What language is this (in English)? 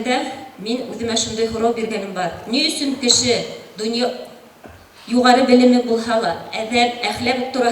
Bashkir